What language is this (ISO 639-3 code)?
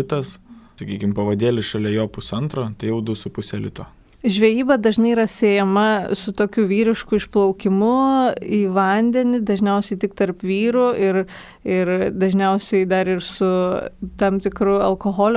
lit